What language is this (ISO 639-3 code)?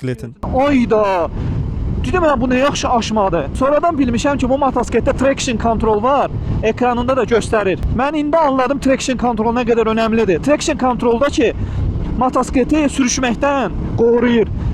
aze